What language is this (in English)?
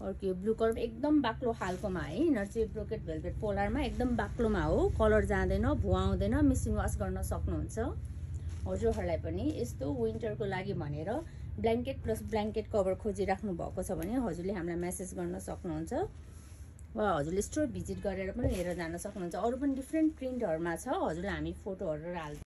Nepali